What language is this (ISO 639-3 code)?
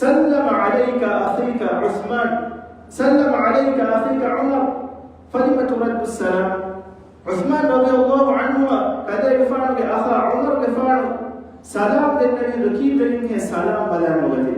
div